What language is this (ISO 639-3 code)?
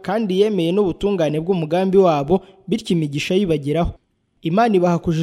kin